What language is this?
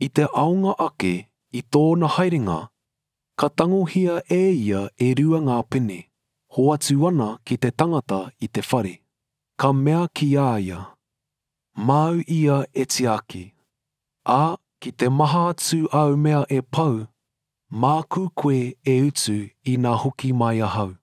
Māori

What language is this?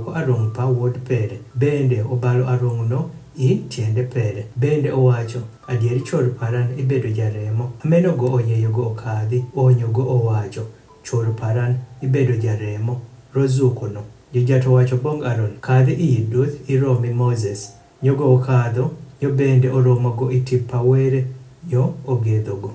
Adhola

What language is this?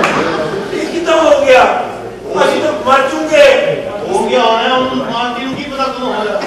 Punjabi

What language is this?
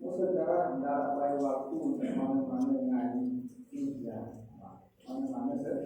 Sasak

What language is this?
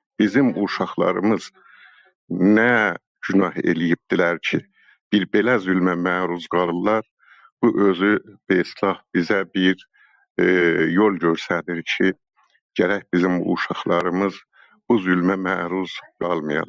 South Azerbaijani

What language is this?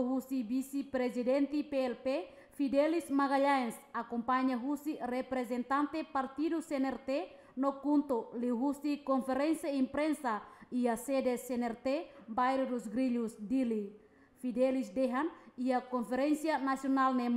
Tetum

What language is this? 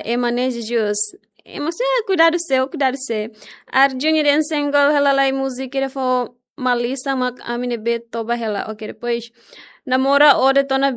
Tetum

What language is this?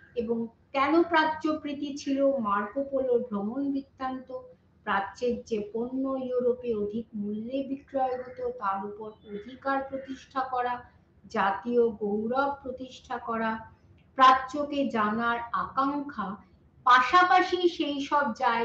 Bangla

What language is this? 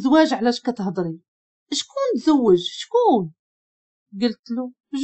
Moroccan Arabic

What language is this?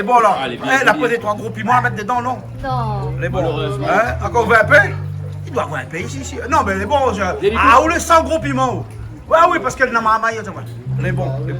Réunion Creole French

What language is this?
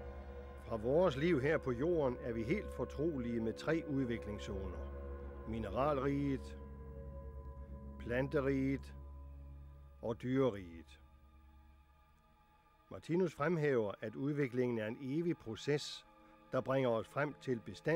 Danish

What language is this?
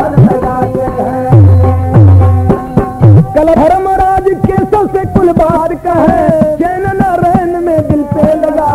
Bhojpuri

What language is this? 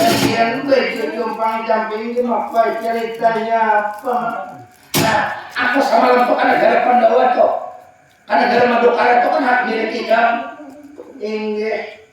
Banjar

